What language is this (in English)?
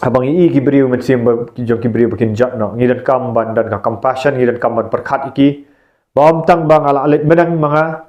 Khasi